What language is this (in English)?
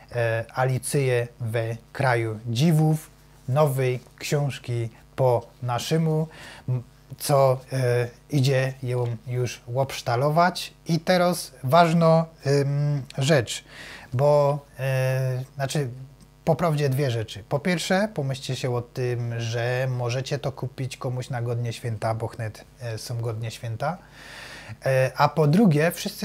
Silesian